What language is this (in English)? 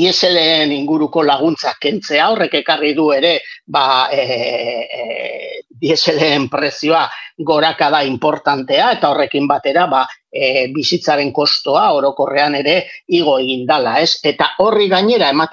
Basque